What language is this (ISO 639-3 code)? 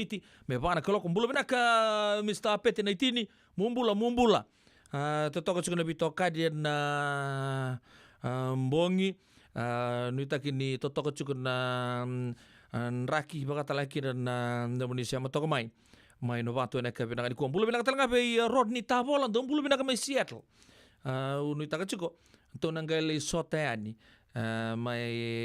fij